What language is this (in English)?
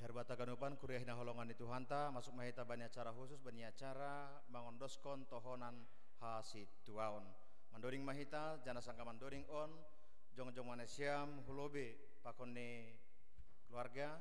Batak Simalungun